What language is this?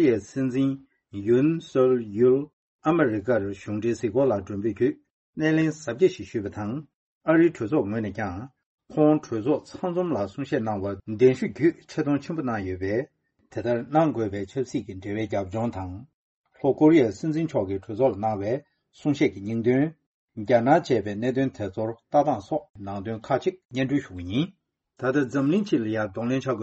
Tibetan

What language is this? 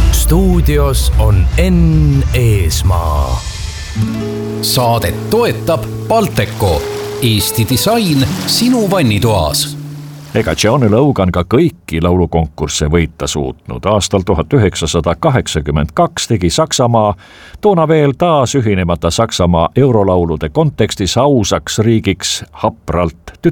Estonian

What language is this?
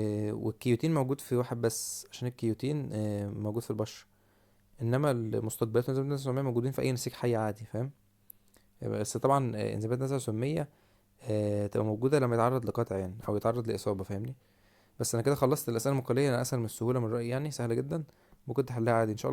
Egyptian Arabic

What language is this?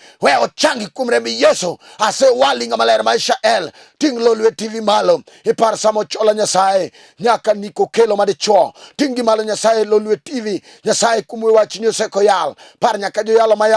Luo (Kenya and Tanzania)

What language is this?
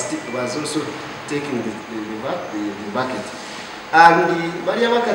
Nyankole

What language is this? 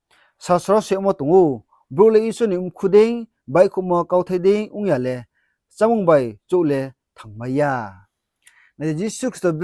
Riang (India)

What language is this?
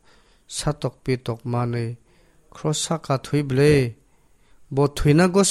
Kok Borok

